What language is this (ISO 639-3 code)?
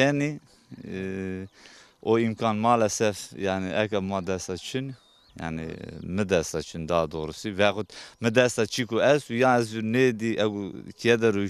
zza